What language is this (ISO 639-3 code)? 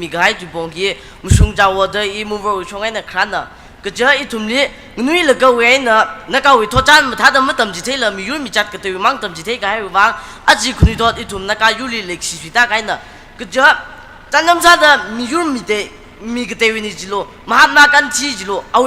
nmf